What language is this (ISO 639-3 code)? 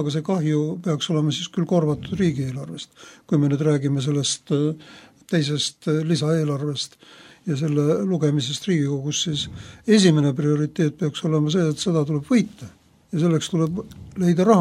est